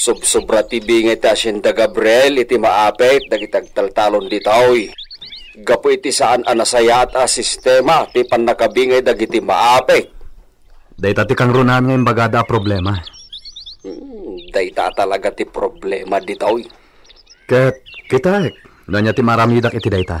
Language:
Iloko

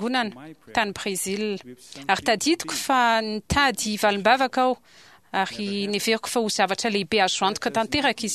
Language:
Malagasy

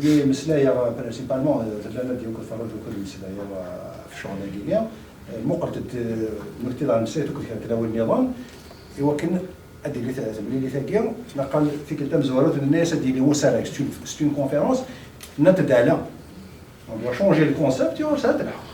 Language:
Kabyle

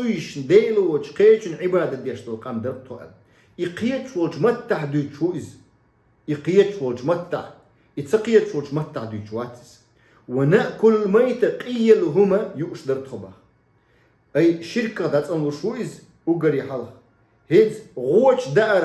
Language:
Chechen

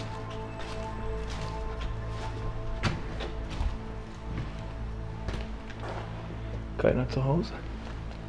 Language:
German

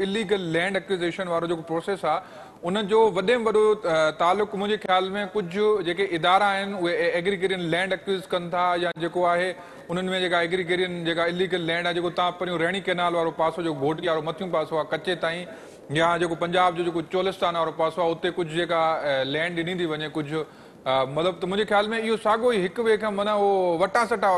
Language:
Sindhi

